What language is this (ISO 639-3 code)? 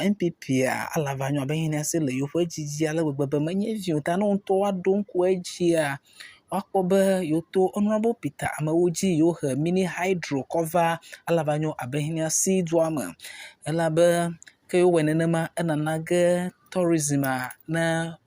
ewe